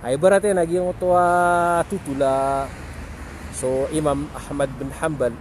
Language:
Maranao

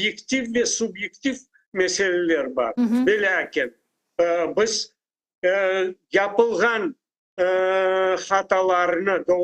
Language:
Crimean Tatar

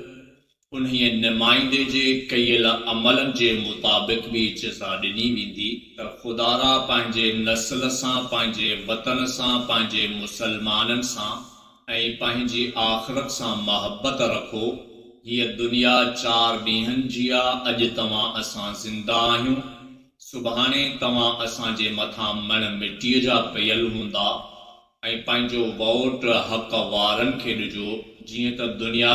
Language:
Sindhi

